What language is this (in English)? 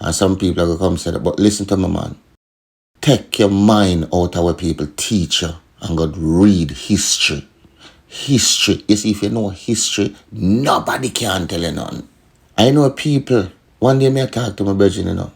Jamaican Creole English